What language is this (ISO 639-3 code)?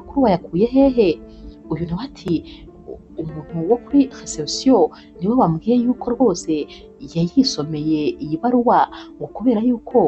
kin